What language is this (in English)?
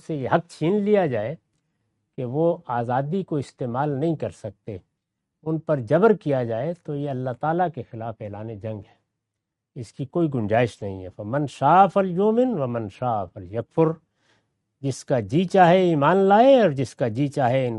Urdu